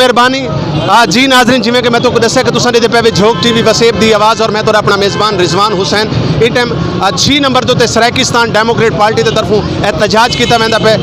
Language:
Saraiki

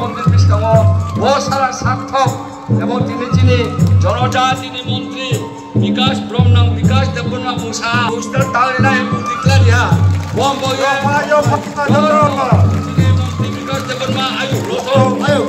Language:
Riang (India)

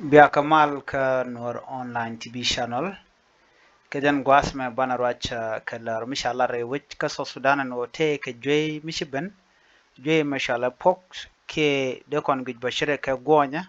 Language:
Nuer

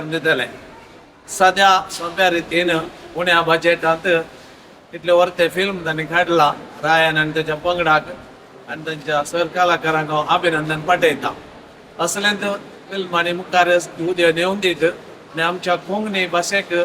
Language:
Konkani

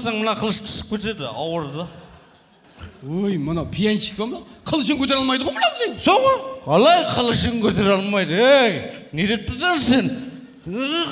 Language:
Kazakh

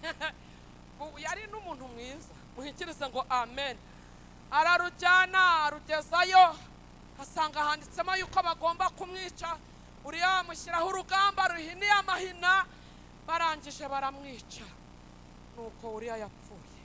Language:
Kinyarwanda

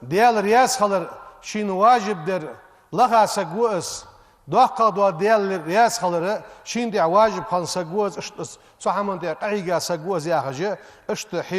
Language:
Ingush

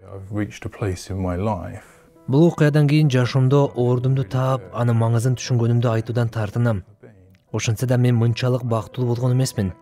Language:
Kyrgyz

